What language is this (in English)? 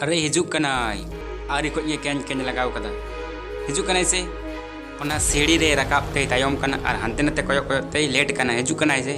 Santali